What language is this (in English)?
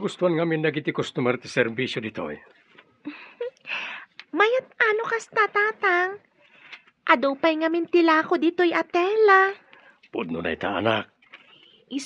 Iloko